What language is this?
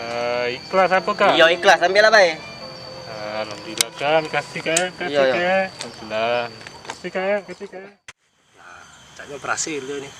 Musi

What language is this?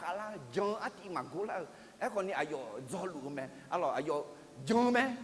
Akha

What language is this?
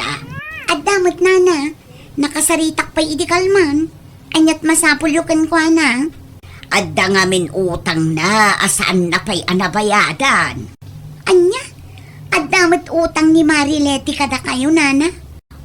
Iloko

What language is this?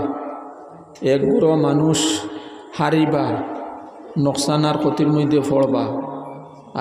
Sylheti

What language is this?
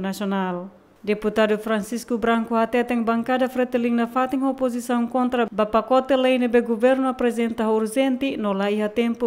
Tetum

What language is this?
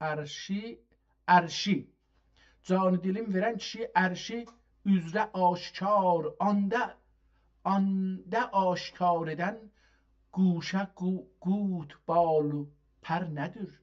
South Azerbaijani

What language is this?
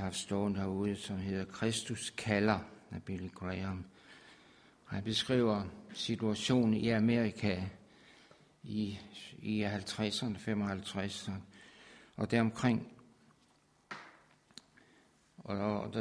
Danish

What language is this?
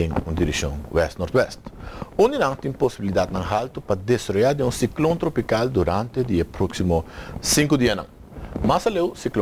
Papiamento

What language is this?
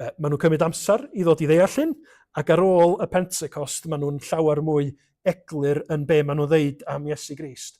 Welsh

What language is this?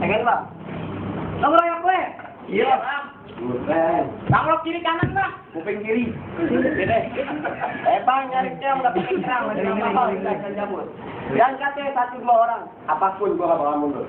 Betawi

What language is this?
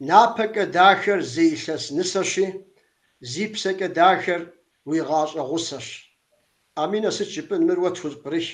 Kabardian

